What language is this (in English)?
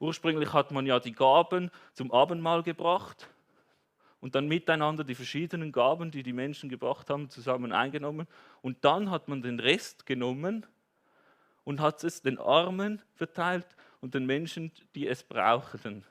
Swiss German